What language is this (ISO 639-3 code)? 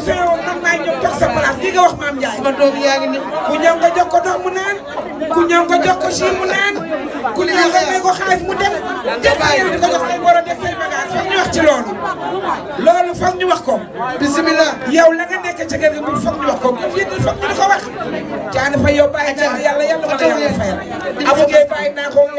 wol